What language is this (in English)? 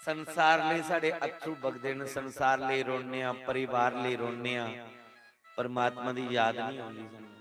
Dogri